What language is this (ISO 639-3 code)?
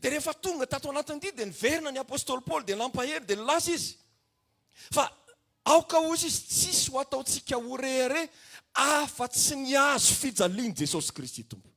mlg